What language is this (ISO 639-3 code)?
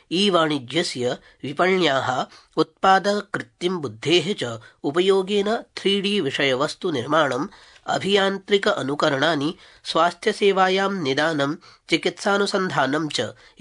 san